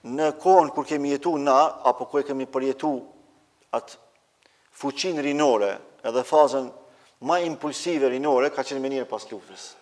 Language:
Albanian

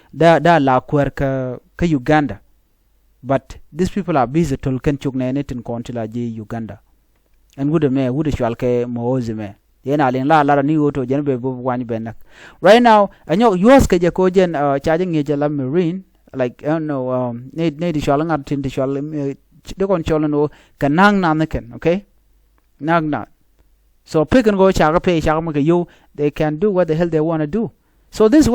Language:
Nuer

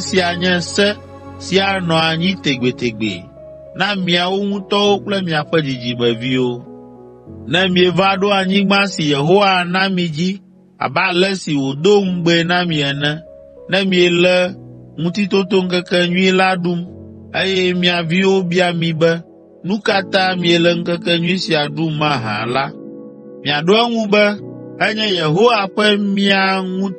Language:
Ewe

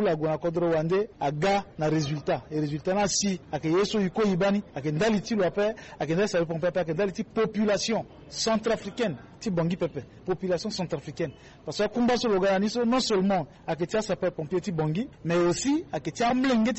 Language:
Sango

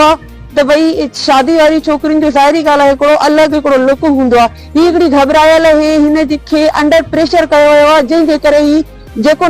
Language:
Sindhi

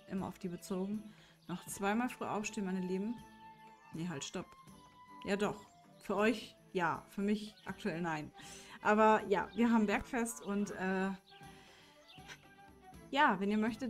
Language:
German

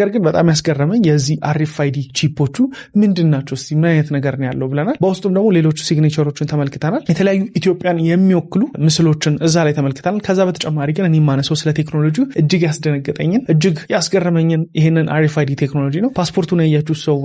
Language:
Amharic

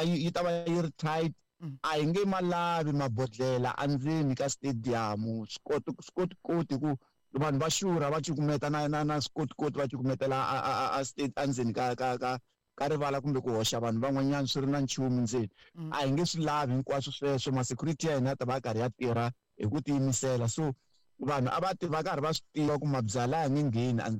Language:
Tsonga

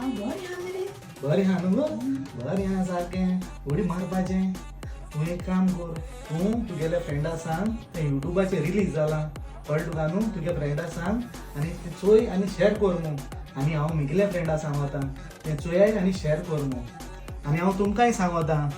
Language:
Konkani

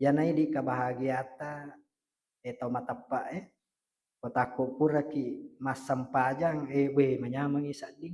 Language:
Buginese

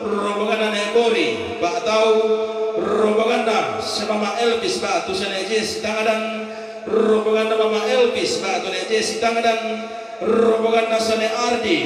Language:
Toraja-Sa'dan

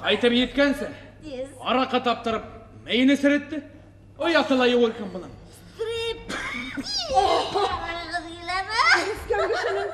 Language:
Bashkir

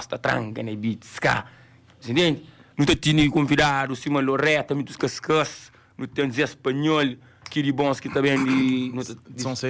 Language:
Kabuverdianu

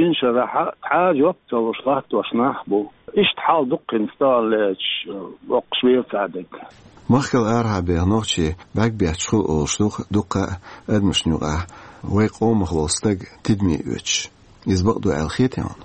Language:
Chechen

